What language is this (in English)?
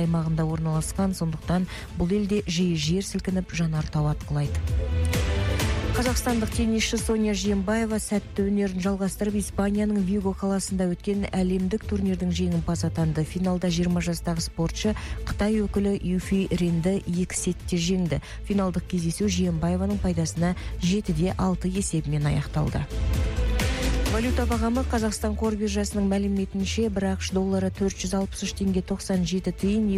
Kazakh